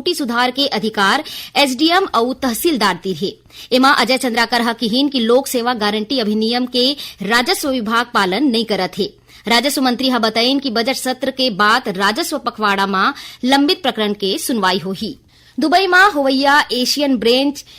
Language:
Chhattisgarhi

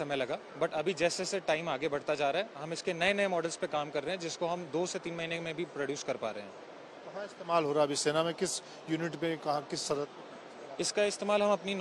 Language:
Hindi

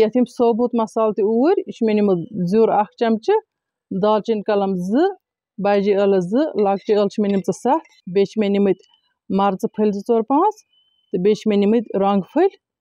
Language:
Kashmiri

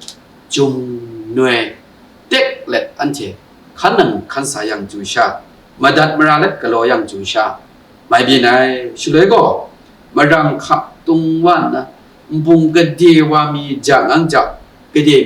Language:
Kachin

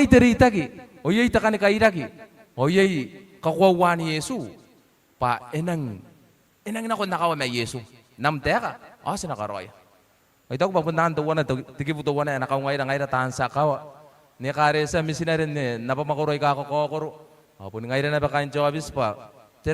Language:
Gilbertese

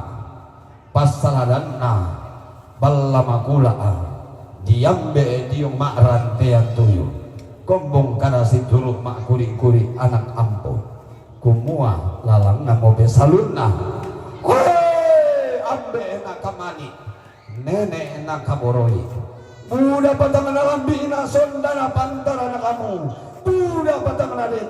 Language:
Toraja-Sa'dan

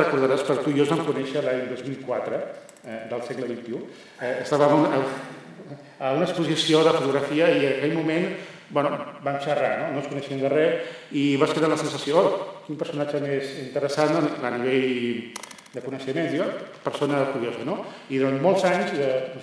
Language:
Catalan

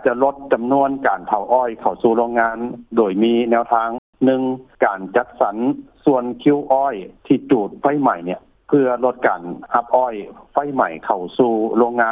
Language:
Lao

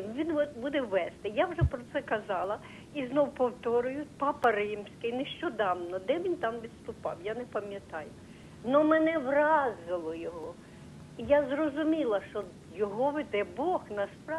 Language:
Ukrainian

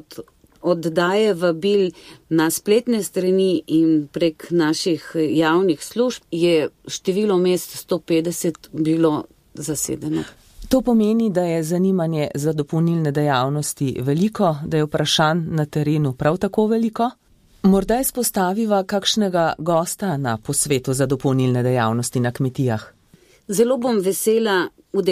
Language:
Slovenian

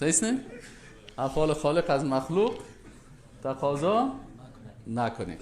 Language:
Persian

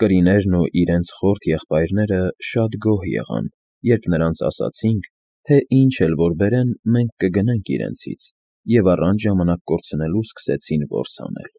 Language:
Armenian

